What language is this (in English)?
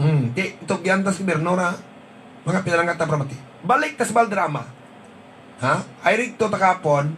Hiligaynon